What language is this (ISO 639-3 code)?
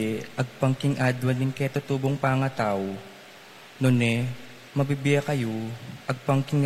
pam